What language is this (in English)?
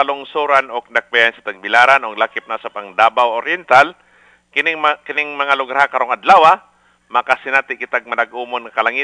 Cebuano